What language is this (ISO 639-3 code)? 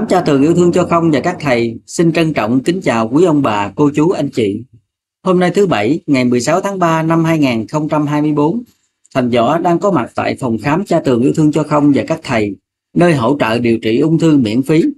vie